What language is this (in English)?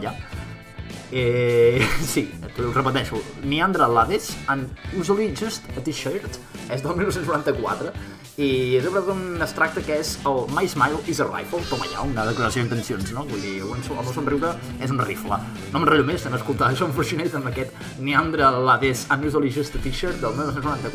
Catalan